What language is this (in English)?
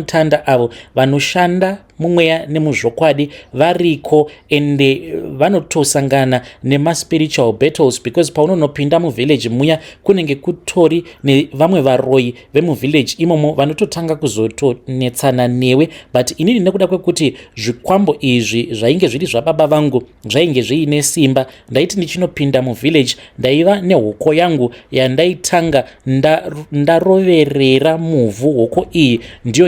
Shona